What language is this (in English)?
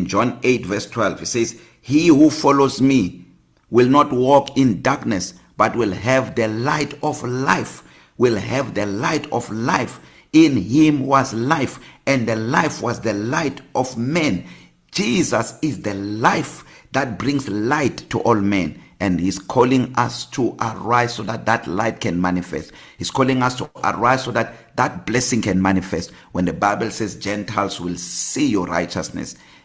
English